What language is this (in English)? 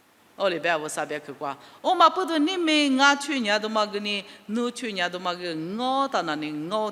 Lisu